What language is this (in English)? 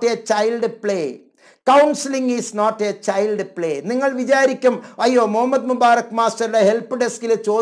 Malayalam